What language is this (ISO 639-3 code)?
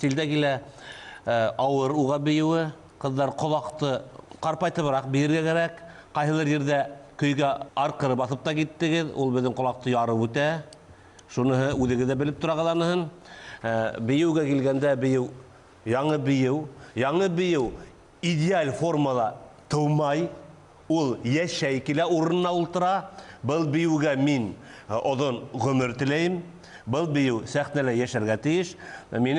bak